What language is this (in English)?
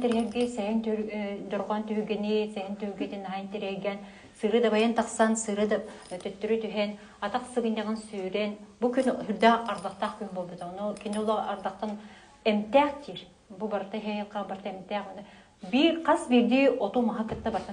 Yakut